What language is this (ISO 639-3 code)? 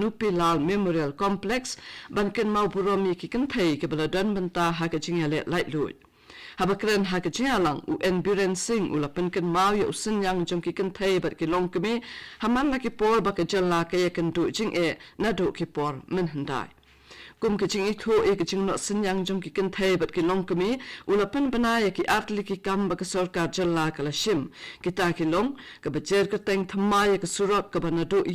kha